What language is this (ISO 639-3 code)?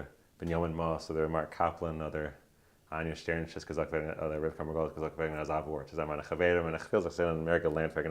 yid